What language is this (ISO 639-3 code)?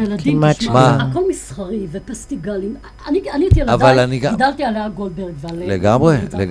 heb